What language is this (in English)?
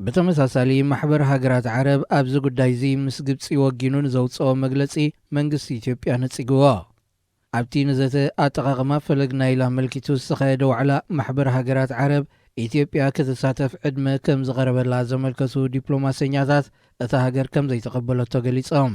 Tigrinya